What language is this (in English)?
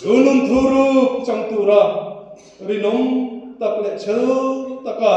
Mizo